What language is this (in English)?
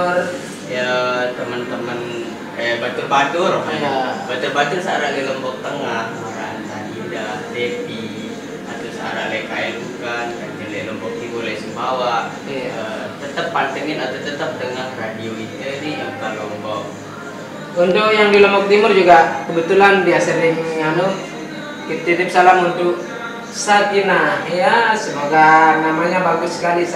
Sasak